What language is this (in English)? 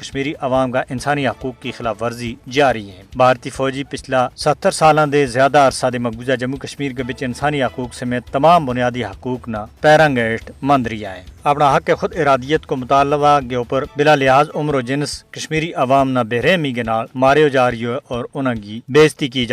Gujari